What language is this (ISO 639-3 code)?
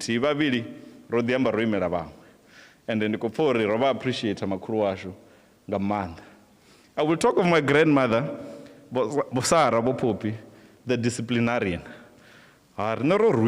ven